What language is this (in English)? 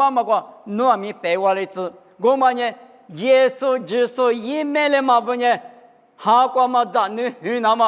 Lisu